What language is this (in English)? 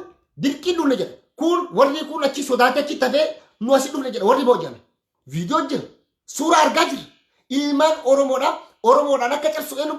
Oromo